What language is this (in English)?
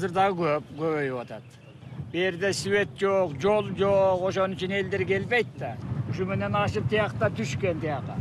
Kyrgyz